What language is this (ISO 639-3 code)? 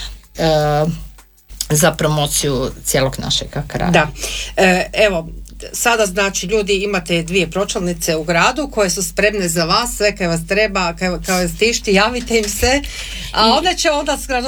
hrv